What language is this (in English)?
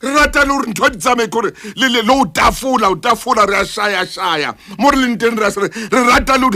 Southern Sotho